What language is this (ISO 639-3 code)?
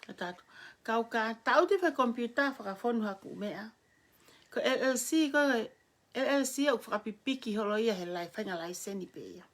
ton